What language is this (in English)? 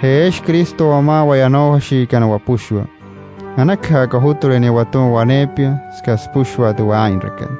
Wayuu